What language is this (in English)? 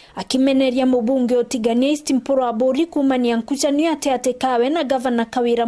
Meru